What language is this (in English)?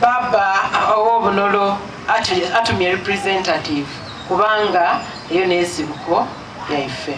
Soga